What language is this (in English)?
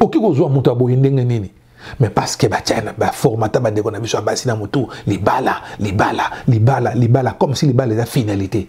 Lingala